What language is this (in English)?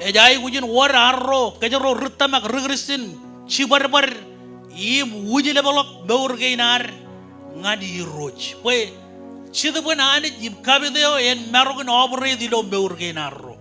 Marshallese